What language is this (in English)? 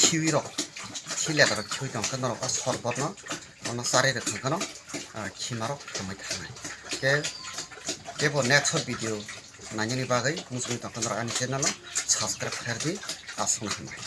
Kok Borok